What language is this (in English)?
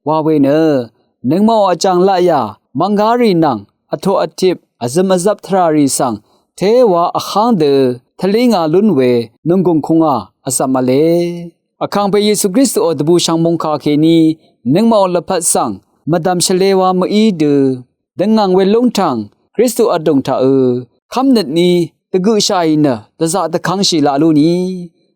Rawang